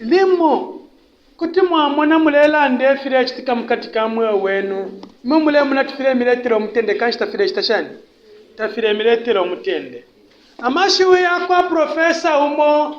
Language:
Bemba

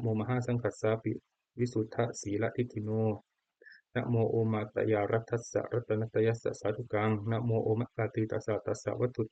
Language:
Pali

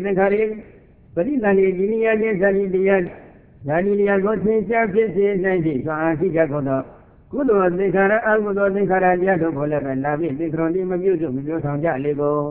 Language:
Burmese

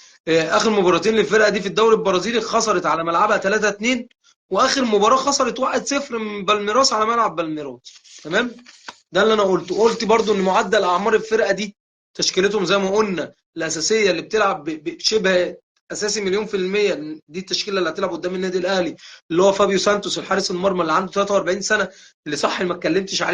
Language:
Egyptian Arabic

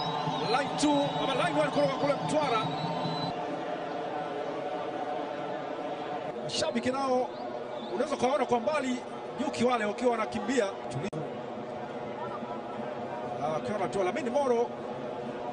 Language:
Swahili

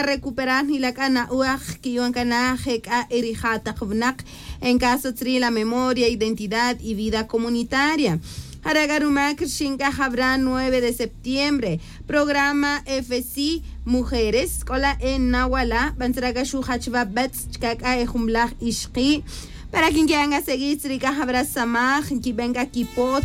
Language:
Tz'utujil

